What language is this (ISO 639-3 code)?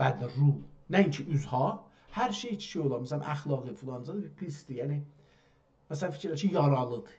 azb